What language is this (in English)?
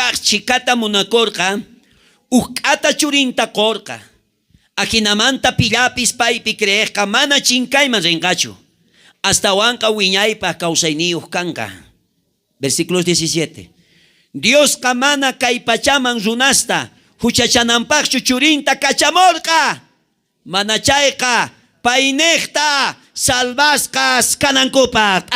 South Bolivian Quechua